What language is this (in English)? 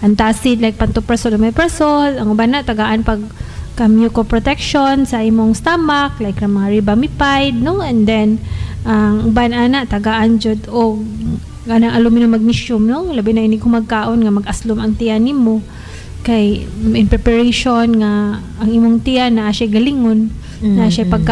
Cebuano